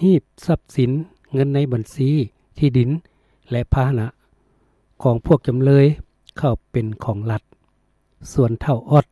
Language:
Lao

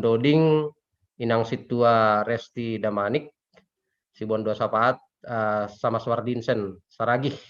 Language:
Batak Simalungun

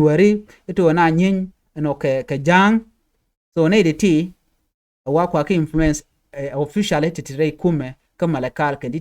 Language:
Nuer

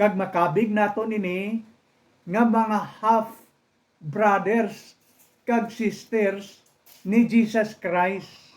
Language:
Hiligaynon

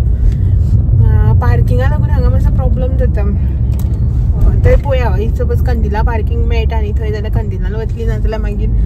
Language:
Konkani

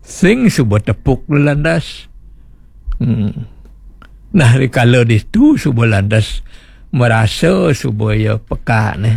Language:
Balinese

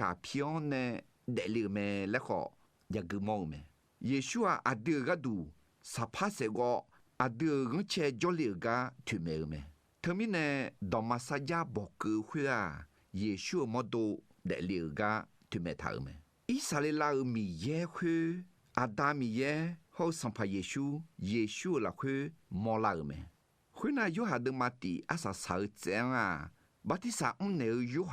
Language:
Akha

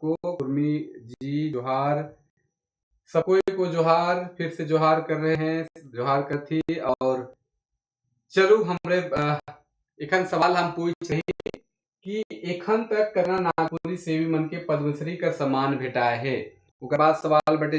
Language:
Sadri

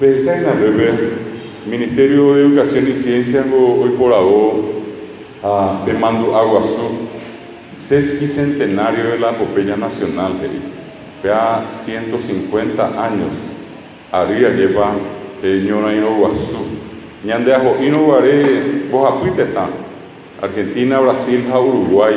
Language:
Guarani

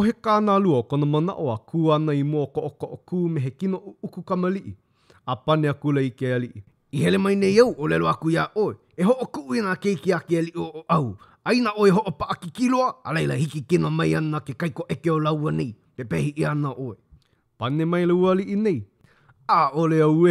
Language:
Hawaiian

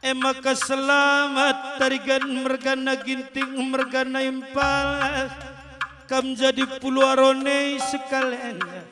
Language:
Batak Karo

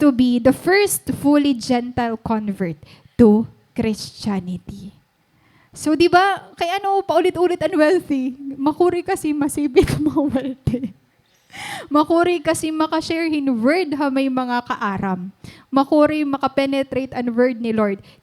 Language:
Waray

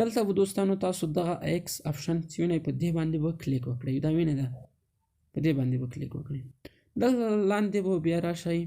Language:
Pashto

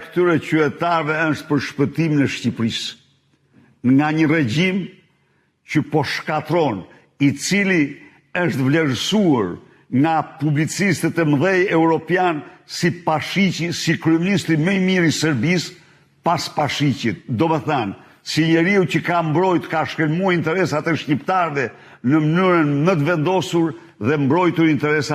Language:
Albanian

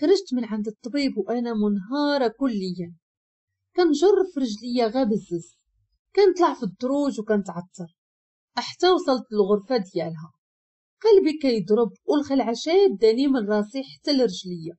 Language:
Moroccan Arabic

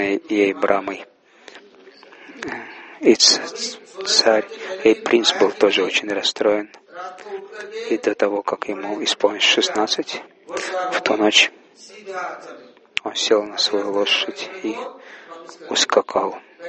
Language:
Russian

